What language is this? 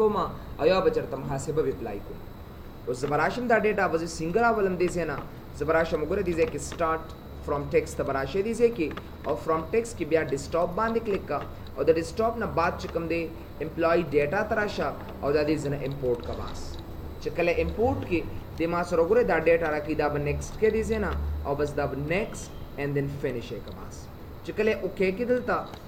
Pashto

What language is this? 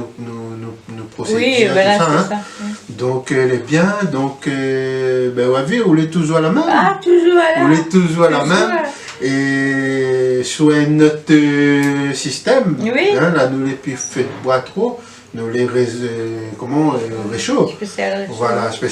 Réunion Creole French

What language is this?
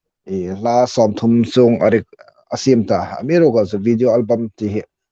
Hmar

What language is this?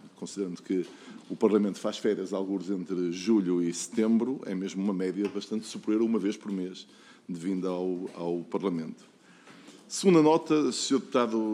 Portuguese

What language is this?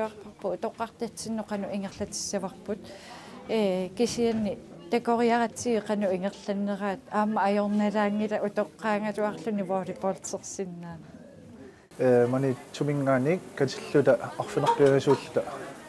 Kalaallisut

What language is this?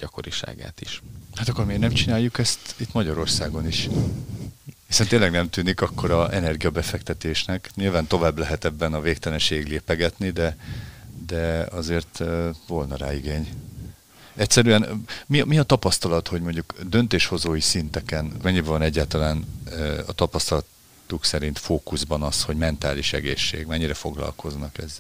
Hungarian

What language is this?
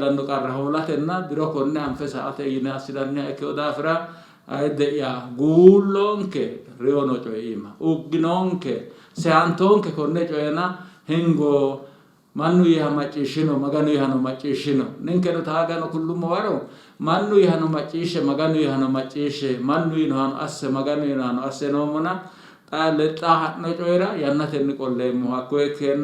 Sidamo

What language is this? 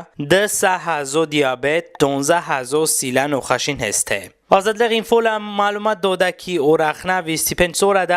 Talysh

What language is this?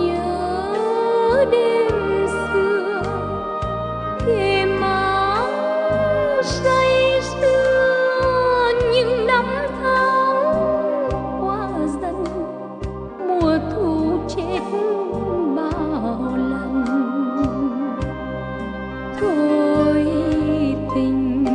Vietnamese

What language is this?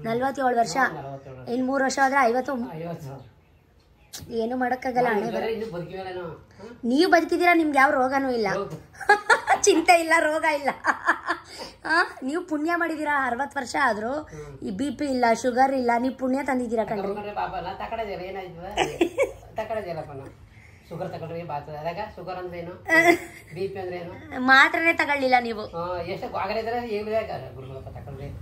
Kannada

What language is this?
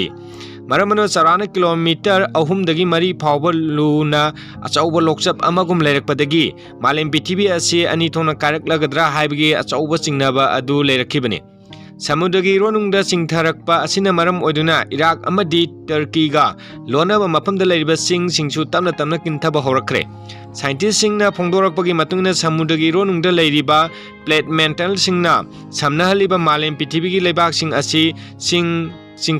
Manipuri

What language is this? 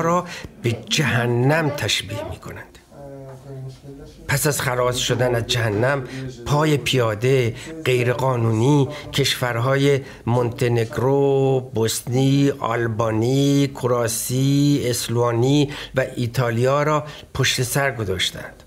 Persian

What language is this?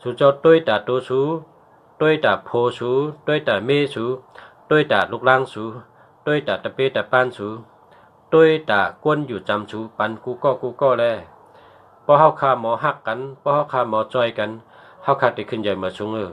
Shan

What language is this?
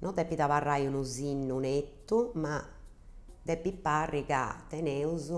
Sardinian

